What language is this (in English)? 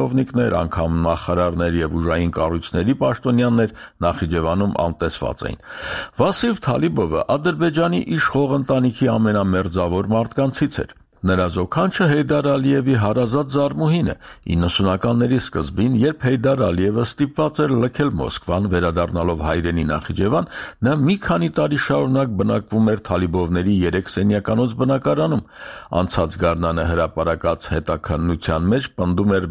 Armenian